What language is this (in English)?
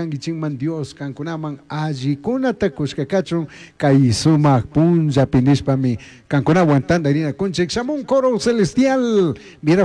Chimborazo Highland Quichua